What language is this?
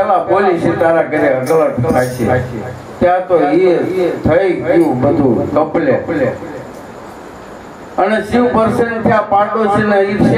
Gujarati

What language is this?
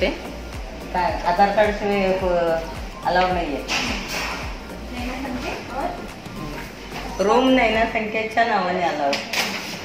Marathi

